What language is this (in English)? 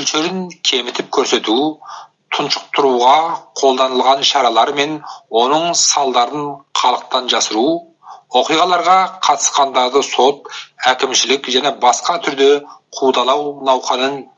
Kazakh